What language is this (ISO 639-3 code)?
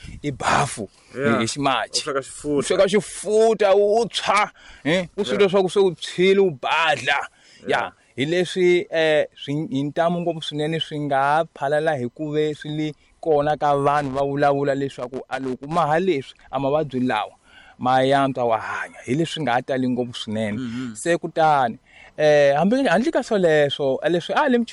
tso